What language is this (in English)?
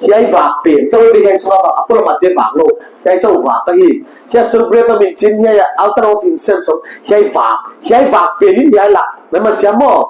Paite Chin